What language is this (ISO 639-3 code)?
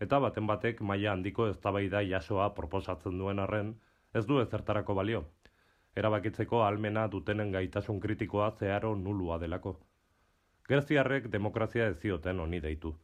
eus